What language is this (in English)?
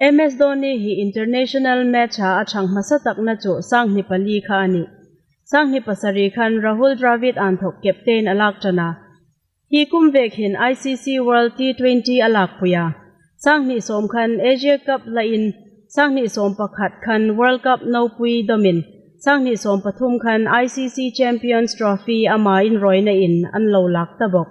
Hmar